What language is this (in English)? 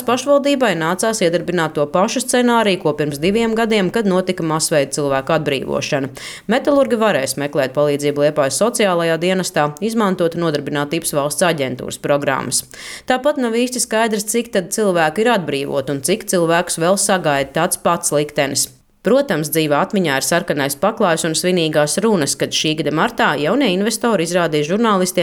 Latvian